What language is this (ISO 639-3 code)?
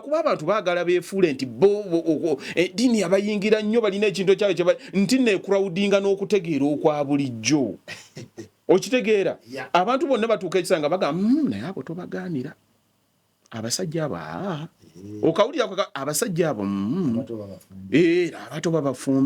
lug